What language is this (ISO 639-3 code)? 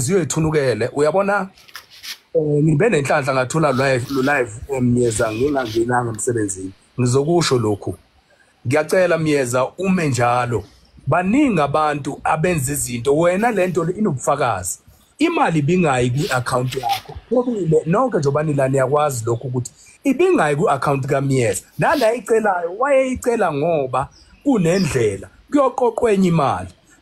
zul